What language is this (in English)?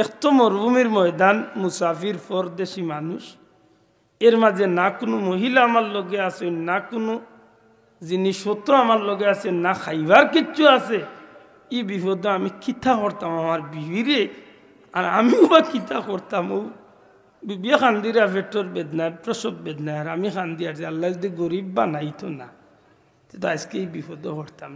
Sylheti